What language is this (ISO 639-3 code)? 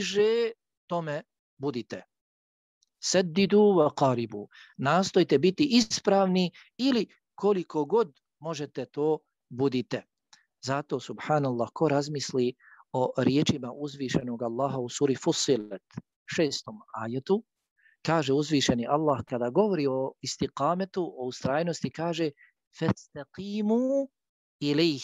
bos